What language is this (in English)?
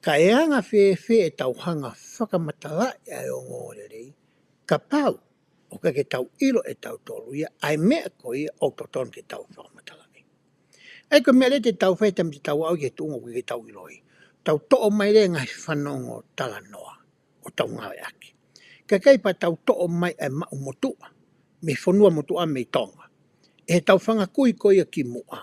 Tongan